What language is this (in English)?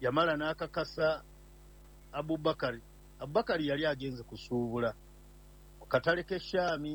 Ganda